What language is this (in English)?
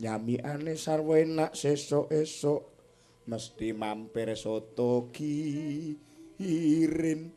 Javanese